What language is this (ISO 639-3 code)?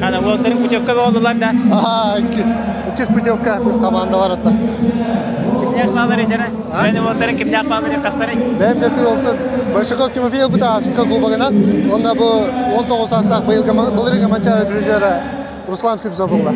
sah